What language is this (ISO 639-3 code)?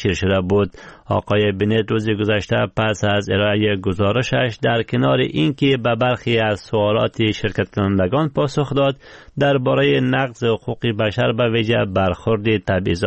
fas